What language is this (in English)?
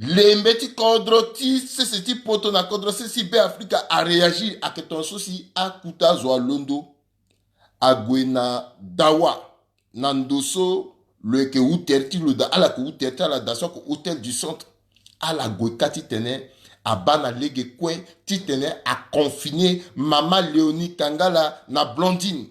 Sango